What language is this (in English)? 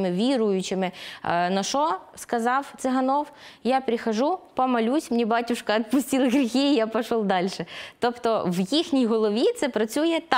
Ukrainian